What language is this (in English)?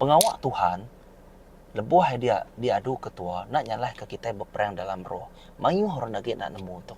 Iban